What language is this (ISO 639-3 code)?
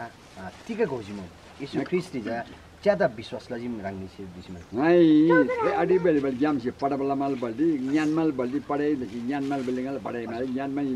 taj